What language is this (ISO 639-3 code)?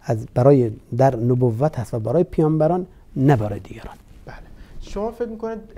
fas